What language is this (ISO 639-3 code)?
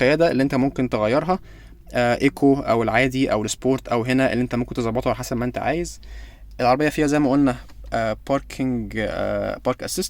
arz